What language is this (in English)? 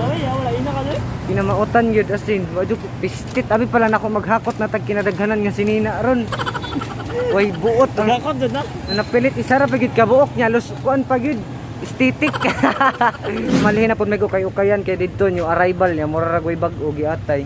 Cebuano